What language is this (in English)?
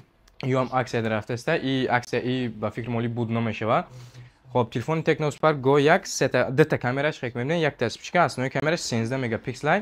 Tajik